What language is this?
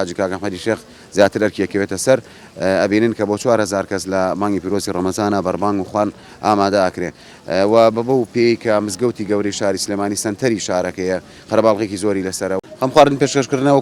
Central Kurdish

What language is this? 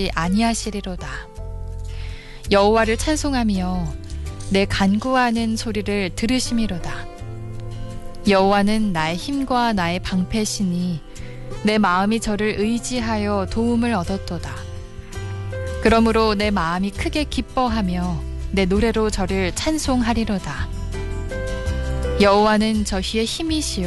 Korean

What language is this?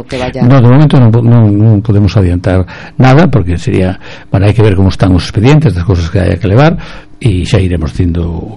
Galician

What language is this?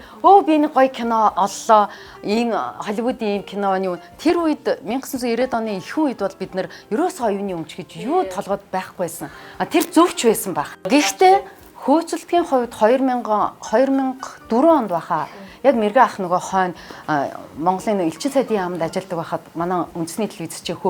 Mongolian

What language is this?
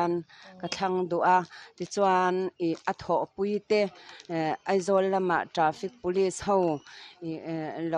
Mizo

